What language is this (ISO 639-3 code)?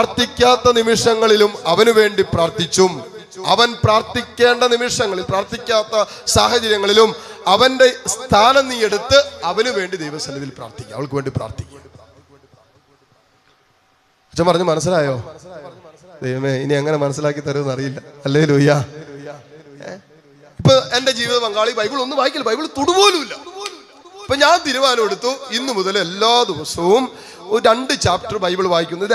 mal